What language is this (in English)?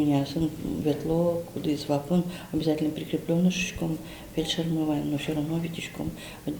Udmurt